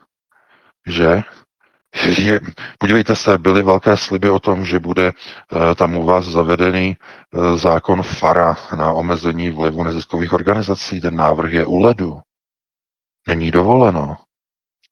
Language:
Czech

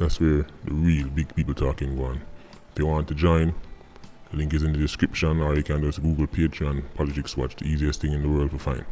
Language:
Jamaican Creole English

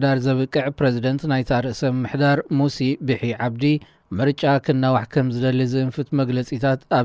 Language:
Tigrinya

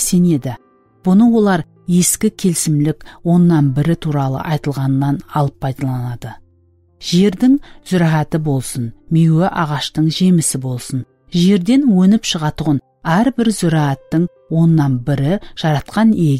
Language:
Kara-Kalpak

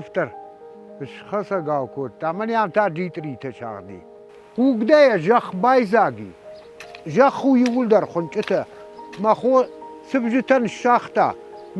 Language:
Ossetic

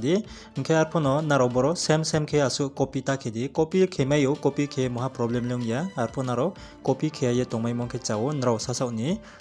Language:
Riang (India)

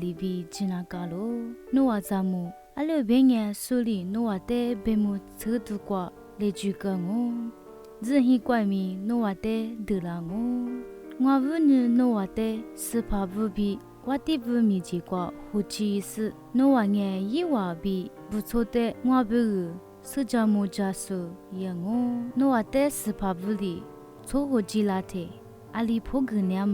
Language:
Lisu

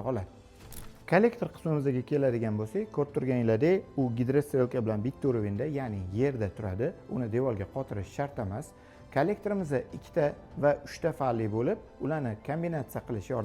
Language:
Uzbek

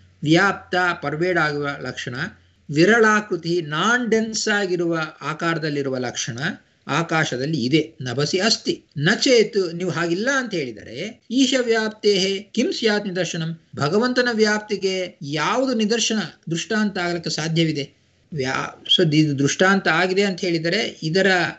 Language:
Kannada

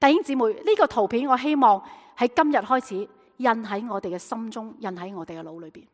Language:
Cantonese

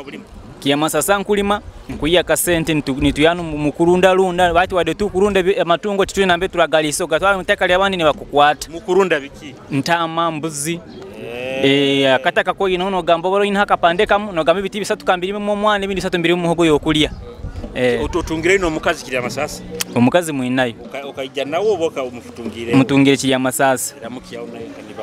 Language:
Nyoro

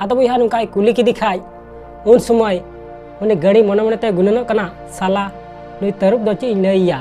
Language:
Santali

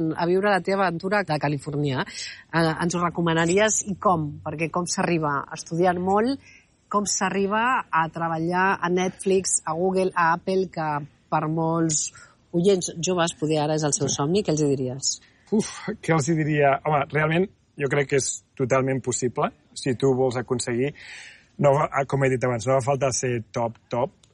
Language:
Catalan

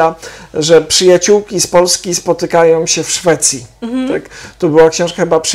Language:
Polish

